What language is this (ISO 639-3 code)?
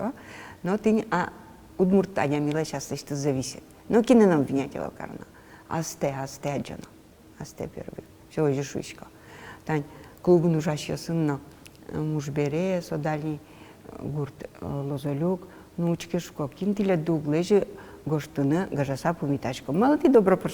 udm